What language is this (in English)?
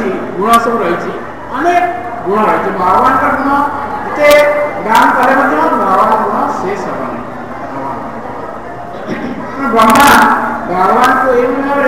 Odia